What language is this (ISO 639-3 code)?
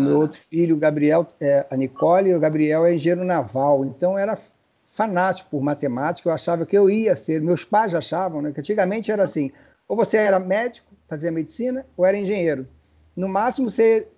por